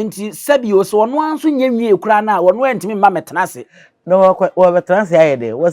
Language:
Akan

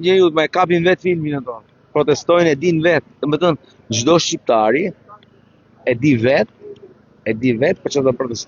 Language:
Albanian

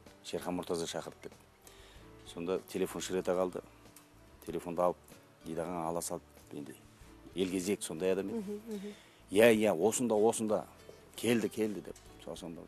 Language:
Kazakh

